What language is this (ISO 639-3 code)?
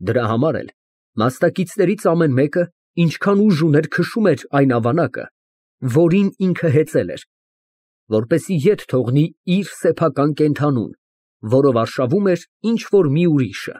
hye